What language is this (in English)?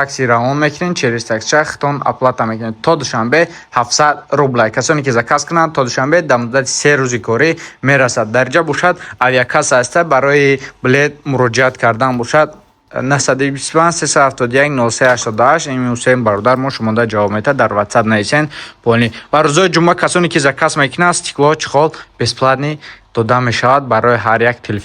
Tajik